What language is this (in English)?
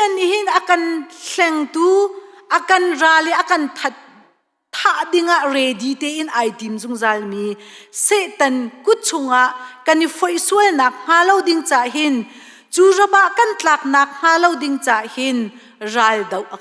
Hakha Chin